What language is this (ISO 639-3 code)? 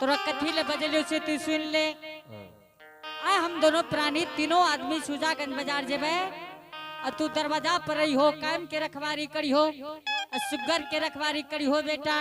anp